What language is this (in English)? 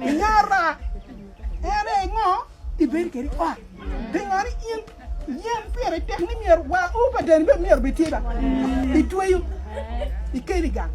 Acoli